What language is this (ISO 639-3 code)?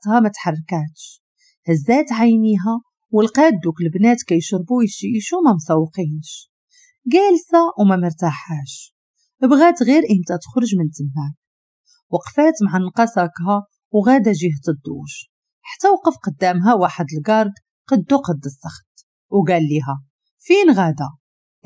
ary